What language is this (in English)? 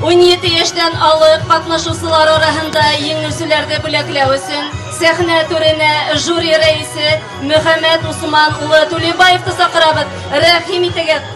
Bashkir